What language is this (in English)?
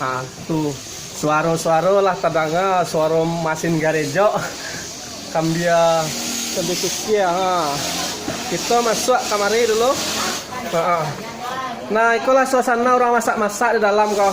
Minangkabau